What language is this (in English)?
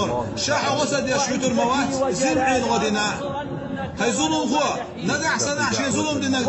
Chechen